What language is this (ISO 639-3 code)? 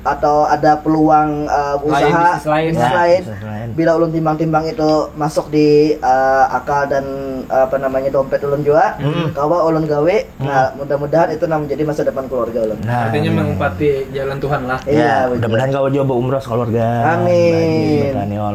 bjn